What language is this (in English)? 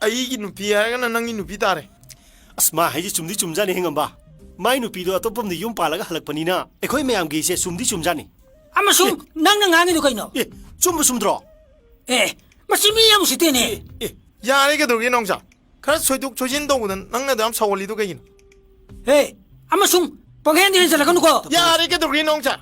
Manipuri